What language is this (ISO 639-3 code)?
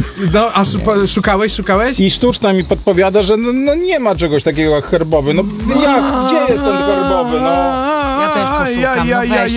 pol